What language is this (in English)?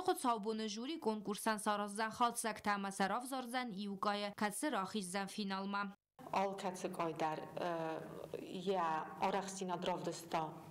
Ossetic